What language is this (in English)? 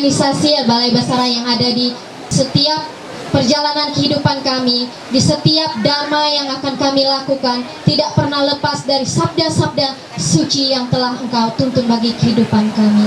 Ma'anyan